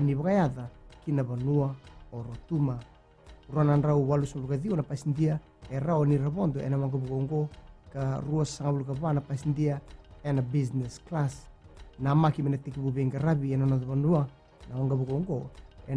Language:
Fijian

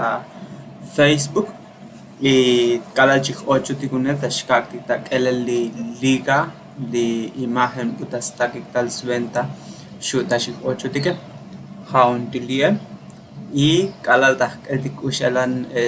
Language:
Tzotzil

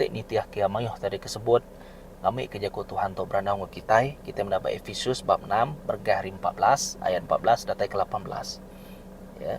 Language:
Iban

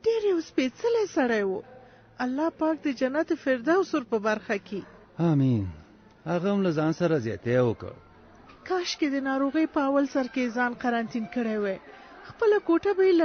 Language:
Pashto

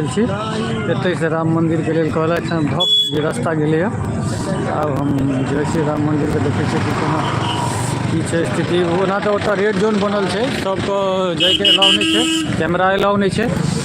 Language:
Maithili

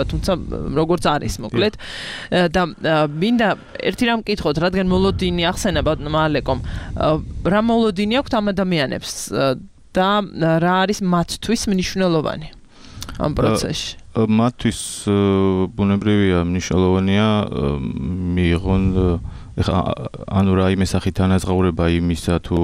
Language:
Georgian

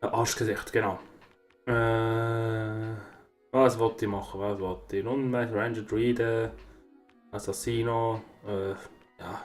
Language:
Swiss German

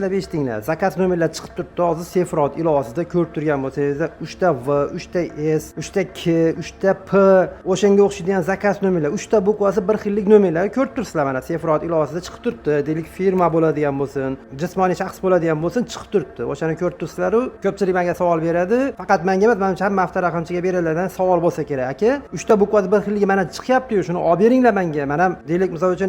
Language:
Uzbek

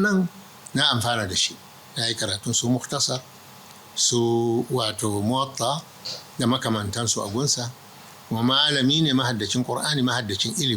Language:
Hausa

